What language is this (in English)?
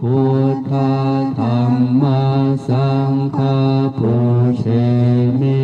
Pali